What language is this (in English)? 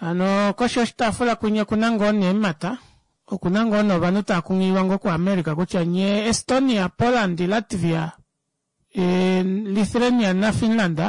Kuanyama